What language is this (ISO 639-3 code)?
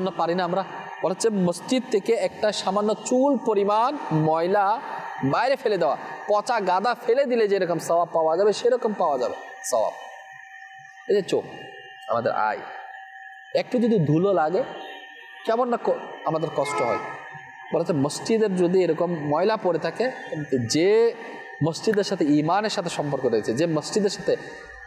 ben